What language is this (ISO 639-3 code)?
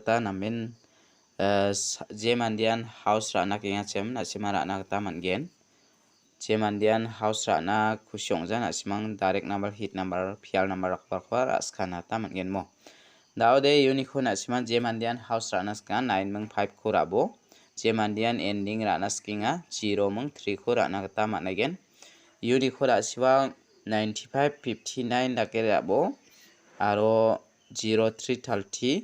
grt